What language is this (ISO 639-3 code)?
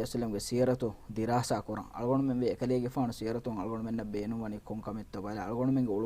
div